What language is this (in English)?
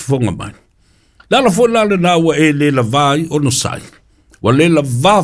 Samoan